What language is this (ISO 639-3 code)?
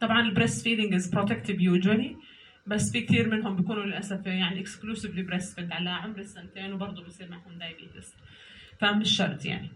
apc